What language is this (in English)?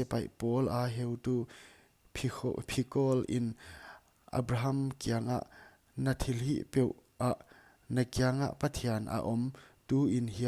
Paite Chin